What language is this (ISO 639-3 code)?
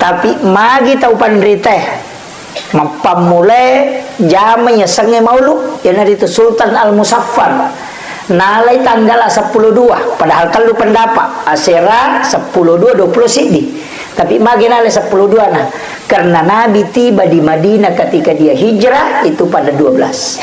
bug